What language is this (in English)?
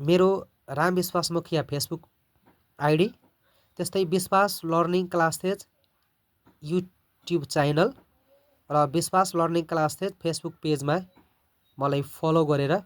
Nepali